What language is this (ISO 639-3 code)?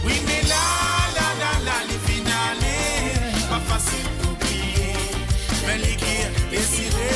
mfe